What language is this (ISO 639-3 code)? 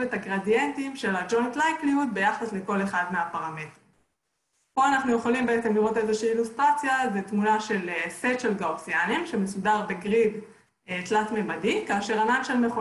heb